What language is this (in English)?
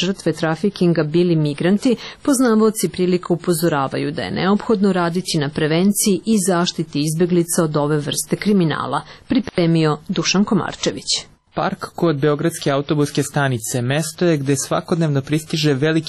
Serbian